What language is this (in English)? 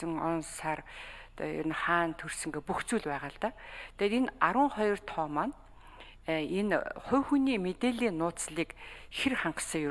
Mongolian